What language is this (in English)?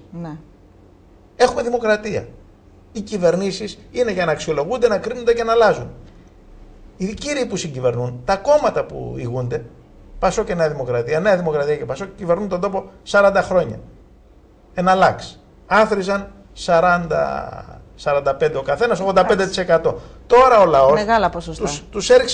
Greek